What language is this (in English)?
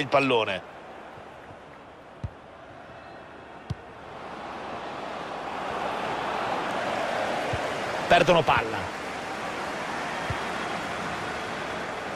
Italian